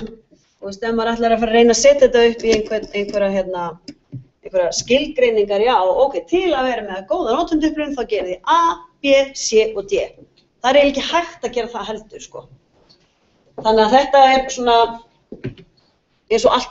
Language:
Icelandic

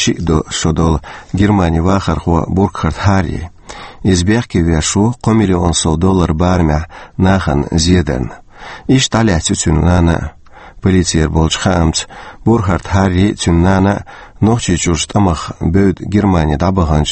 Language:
Chechen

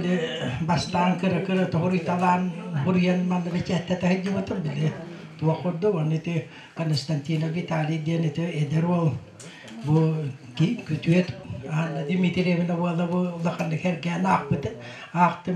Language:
Yakut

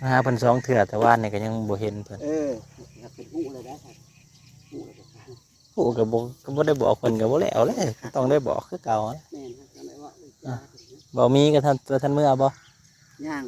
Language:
Northeastern Thai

